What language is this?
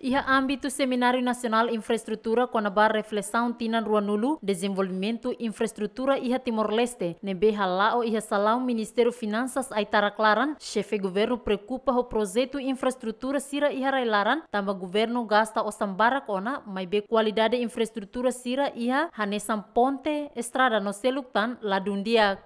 Tetum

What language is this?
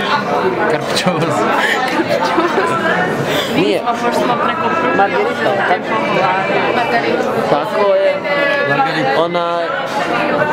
Bosnian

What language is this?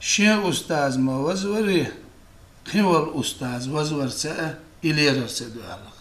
Chechen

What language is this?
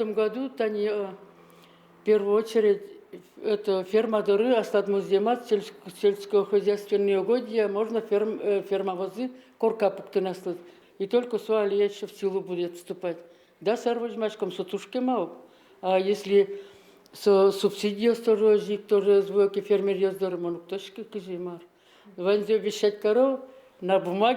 Udmurt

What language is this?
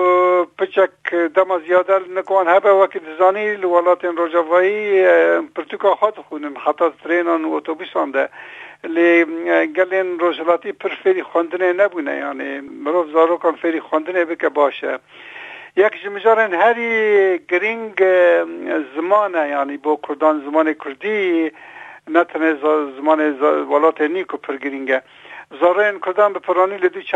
Kurdish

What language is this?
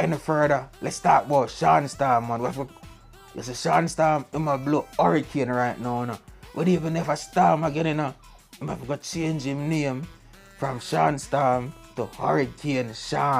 Jamaican Creole English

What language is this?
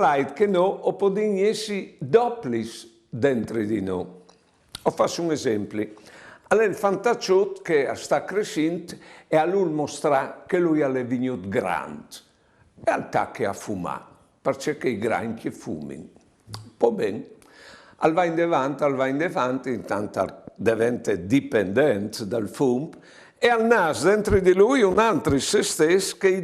Friulian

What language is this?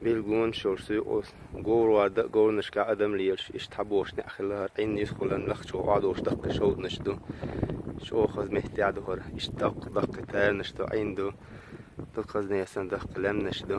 Chechen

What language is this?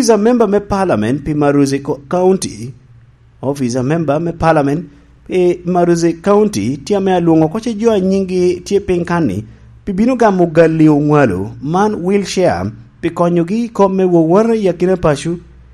Lango (Uganda)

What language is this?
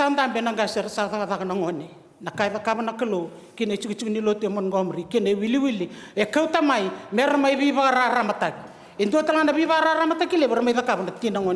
Fijian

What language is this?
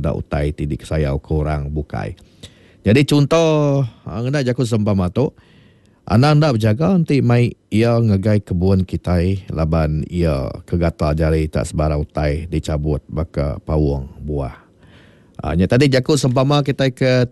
Iban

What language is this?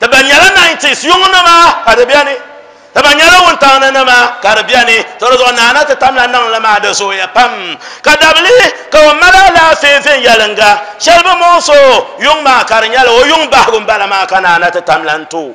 Dagbani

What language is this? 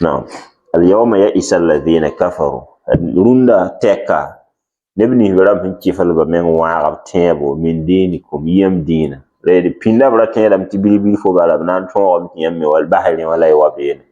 Mossi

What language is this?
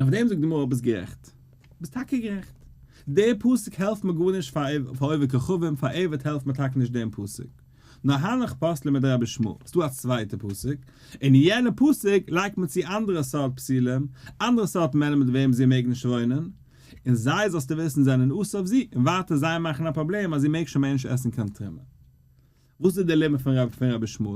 Yiddish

